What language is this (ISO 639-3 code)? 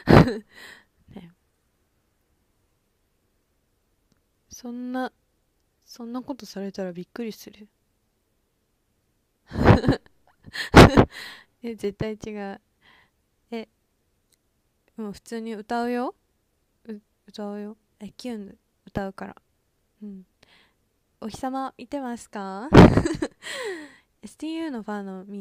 jpn